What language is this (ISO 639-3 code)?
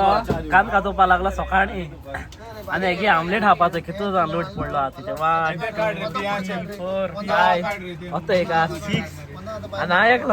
kok